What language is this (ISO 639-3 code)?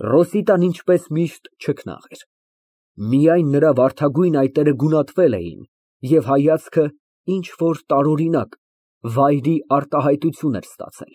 hye